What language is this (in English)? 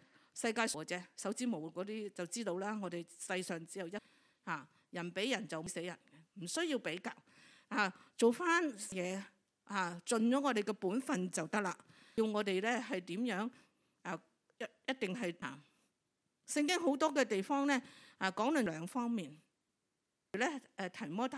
Cantonese